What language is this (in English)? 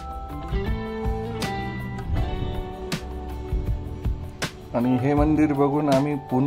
Marathi